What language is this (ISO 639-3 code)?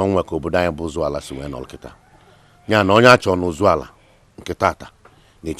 ibo